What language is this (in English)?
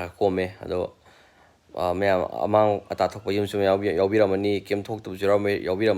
Manipuri